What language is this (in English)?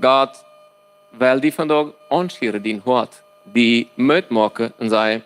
Plautdietsch